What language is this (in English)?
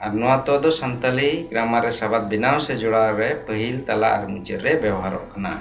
Santali